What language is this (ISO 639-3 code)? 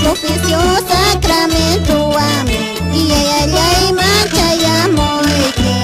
que